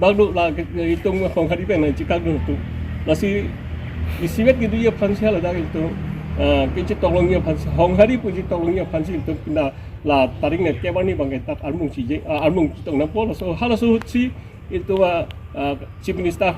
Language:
Karbi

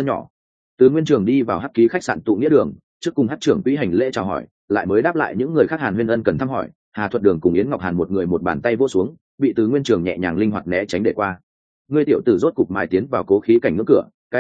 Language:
Vietnamese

